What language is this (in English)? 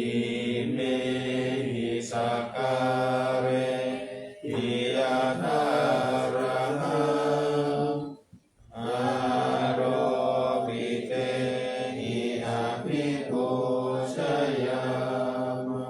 Pali